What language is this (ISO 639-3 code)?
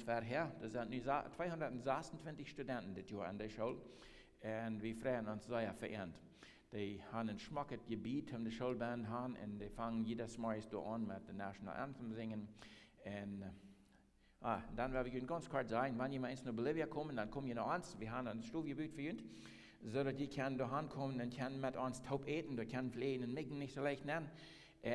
pdt